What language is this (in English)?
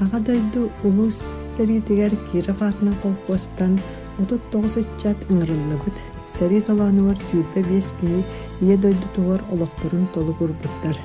Yakut